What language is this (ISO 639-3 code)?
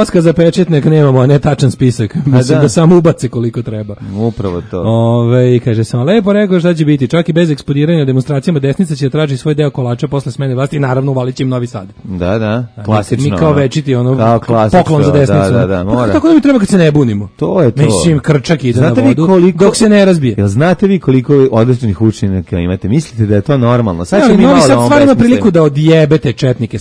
srp